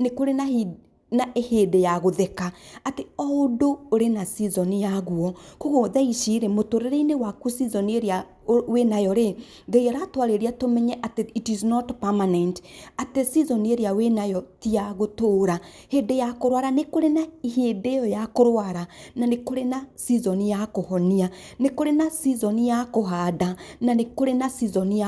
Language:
Kikuyu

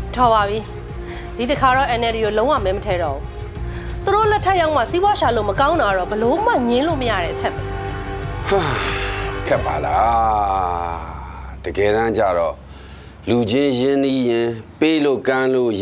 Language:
Burmese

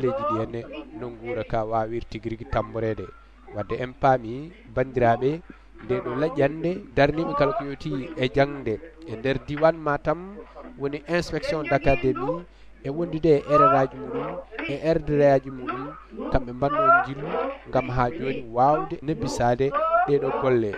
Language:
Fula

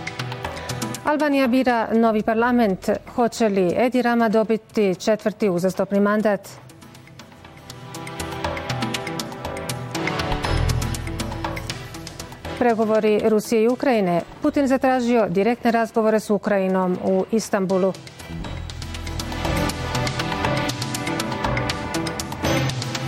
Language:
Bosnian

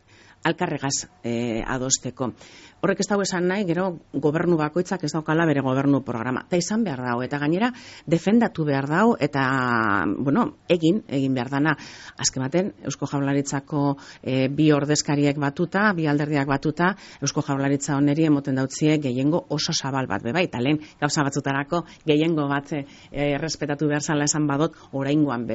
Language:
Basque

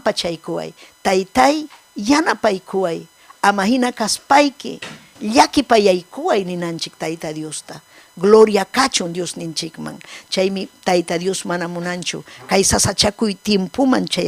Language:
Ayacucho Quechua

